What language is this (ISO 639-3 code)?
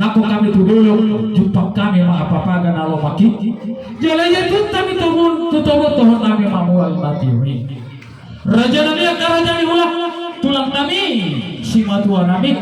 bbc